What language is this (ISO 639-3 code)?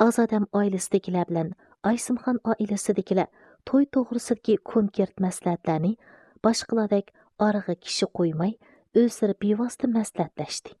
uig